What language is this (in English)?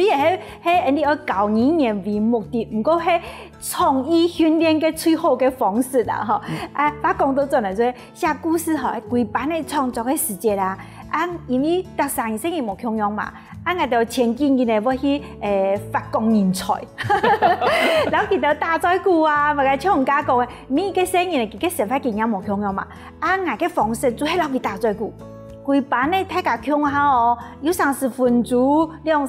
Hakka Chinese